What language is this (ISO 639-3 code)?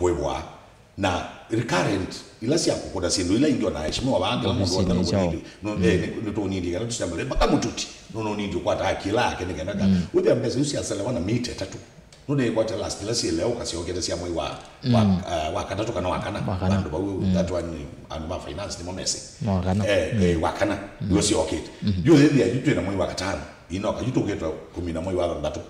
kam